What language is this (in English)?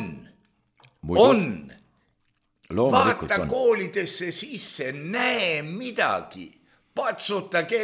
Estonian